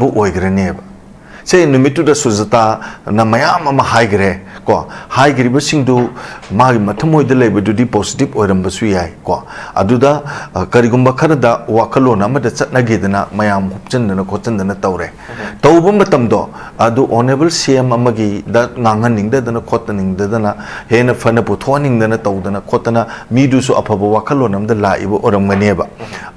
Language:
Manipuri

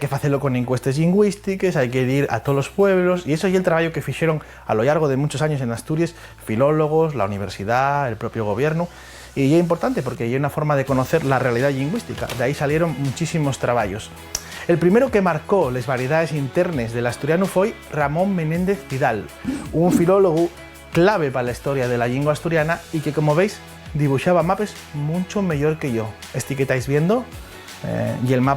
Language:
Asturian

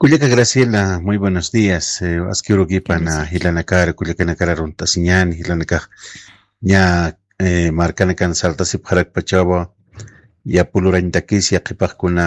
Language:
Aymara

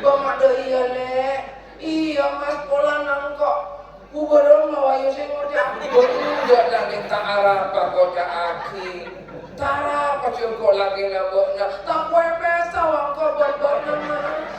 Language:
Madurese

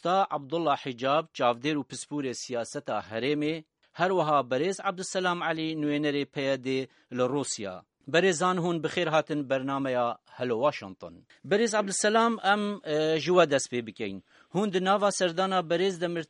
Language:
Kurdish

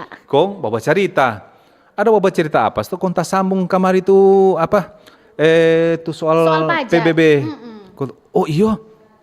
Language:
Manado Malay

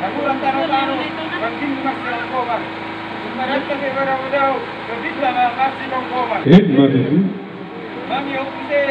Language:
Batak Toba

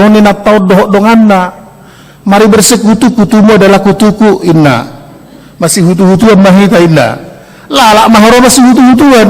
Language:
Batak Toba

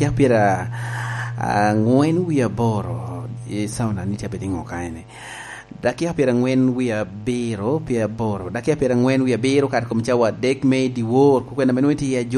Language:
Lango (Uganda)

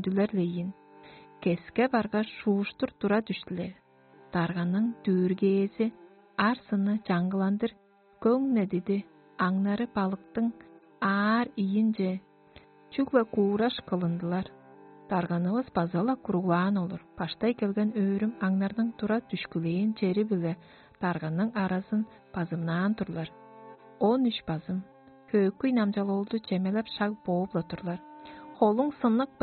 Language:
Tuvinian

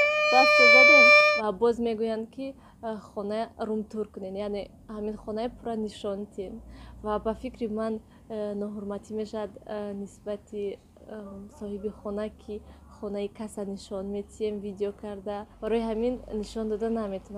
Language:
Tajik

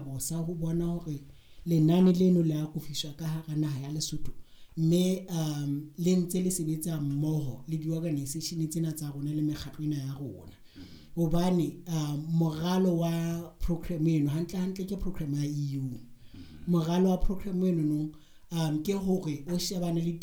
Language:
Southern Sotho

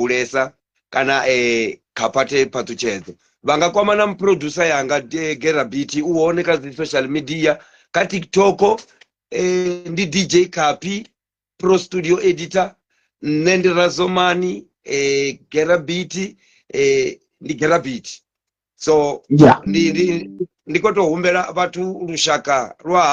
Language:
Venda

